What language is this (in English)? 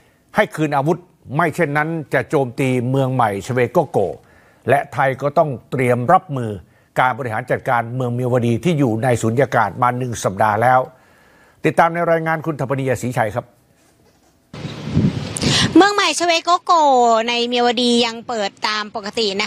Thai